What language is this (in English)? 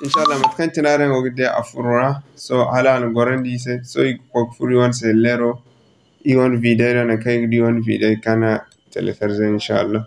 Zarma